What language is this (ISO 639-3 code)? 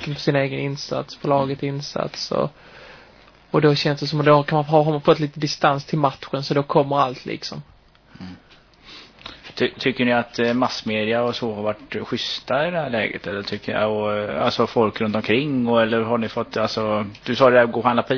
swe